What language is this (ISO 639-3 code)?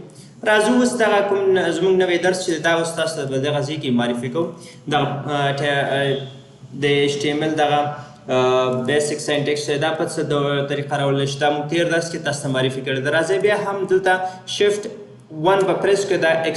pus